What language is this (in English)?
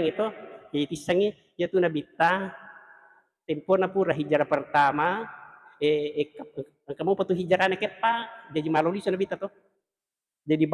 Buginese